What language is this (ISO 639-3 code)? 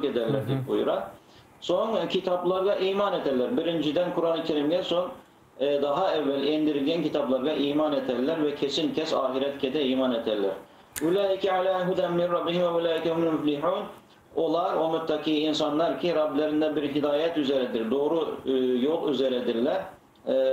crh